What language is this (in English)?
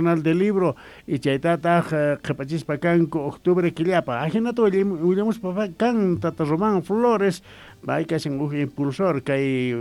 Quechua